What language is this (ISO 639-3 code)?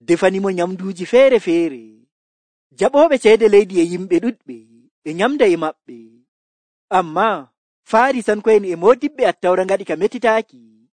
fuv